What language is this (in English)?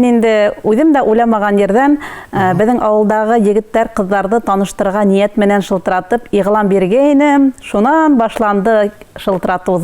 Bashkir